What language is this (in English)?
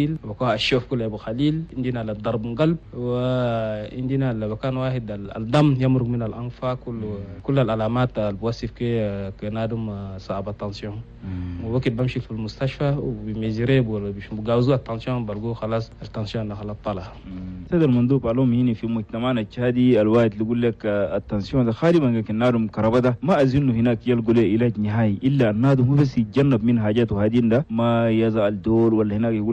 Chadian Arabic